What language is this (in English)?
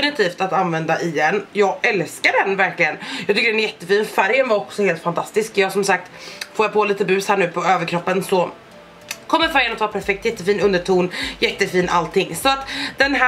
Swedish